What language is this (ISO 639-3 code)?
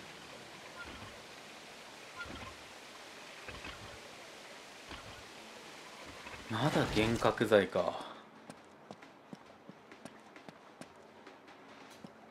jpn